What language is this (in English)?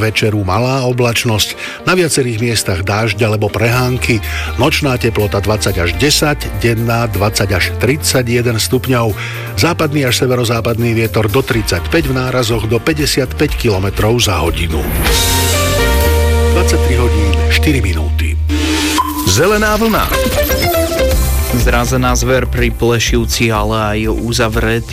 Slovak